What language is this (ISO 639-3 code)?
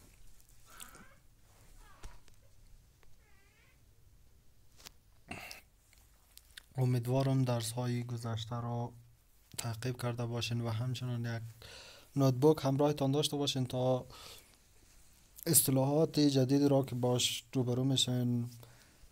fas